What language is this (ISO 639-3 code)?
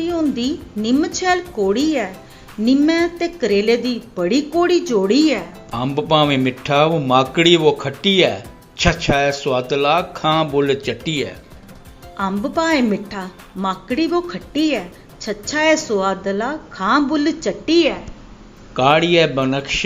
doi